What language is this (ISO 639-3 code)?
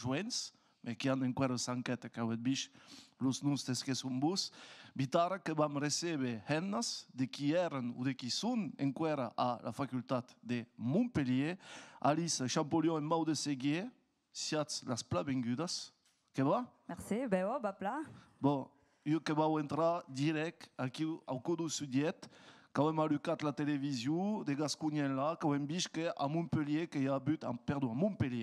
oci